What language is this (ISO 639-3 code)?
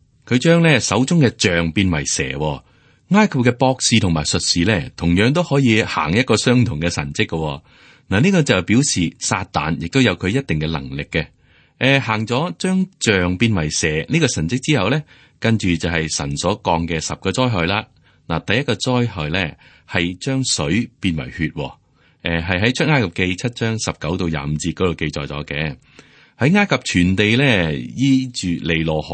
yue